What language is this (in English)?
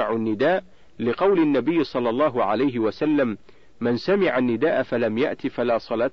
Arabic